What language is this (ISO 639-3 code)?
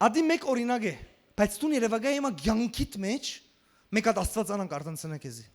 hyw